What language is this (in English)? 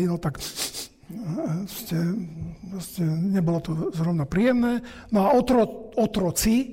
Slovak